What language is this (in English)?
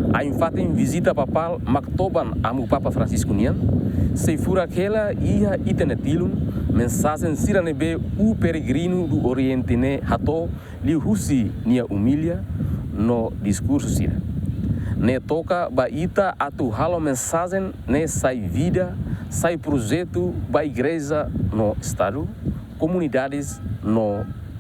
Tetum